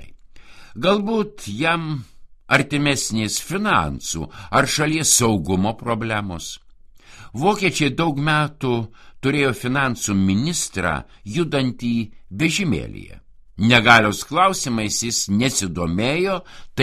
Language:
Lithuanian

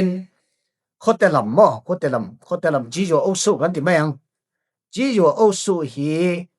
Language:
Mizo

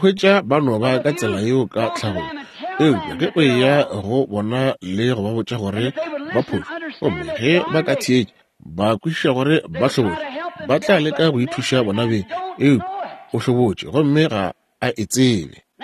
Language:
Northern Sotho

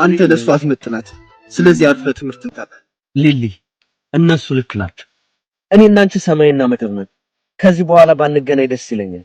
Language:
Amharic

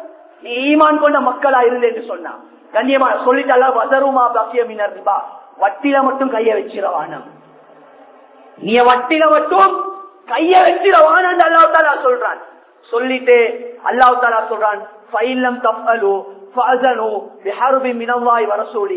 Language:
Tamil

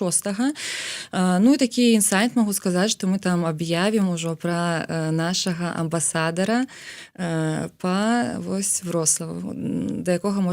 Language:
Belarusian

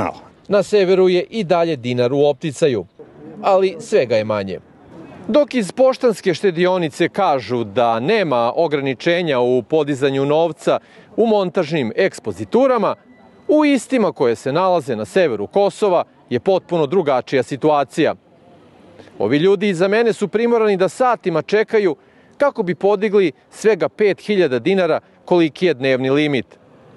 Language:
Serbian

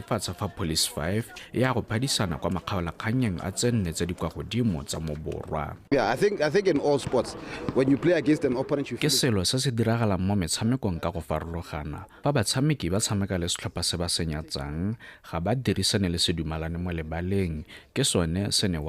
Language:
Tswana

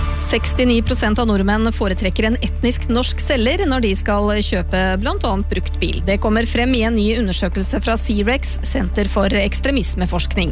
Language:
Norwegian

